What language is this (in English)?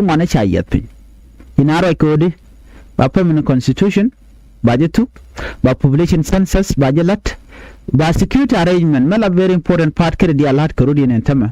Nuer